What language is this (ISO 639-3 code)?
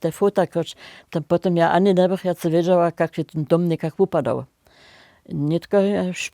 hsb